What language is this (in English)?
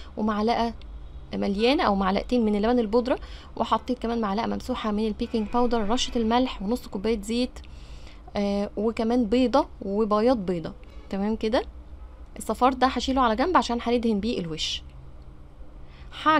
Egyptian Arabic